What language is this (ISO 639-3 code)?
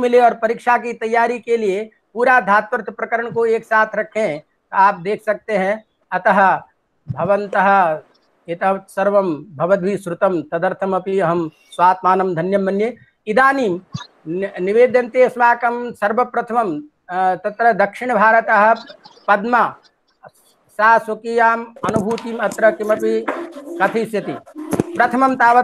san